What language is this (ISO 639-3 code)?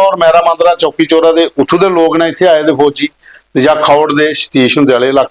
doi